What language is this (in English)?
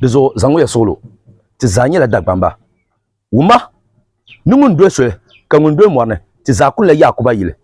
Dagbani